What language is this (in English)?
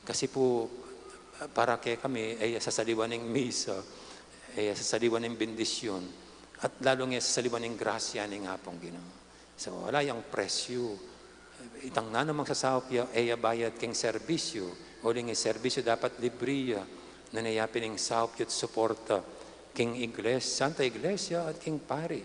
Pampanga